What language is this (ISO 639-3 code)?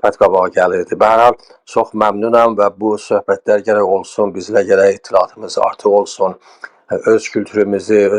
azb